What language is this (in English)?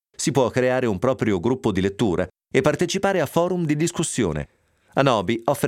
Italian